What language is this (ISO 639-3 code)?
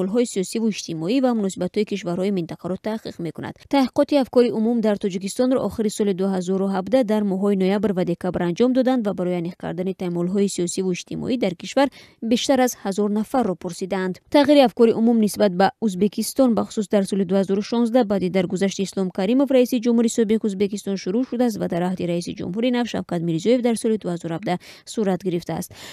tgk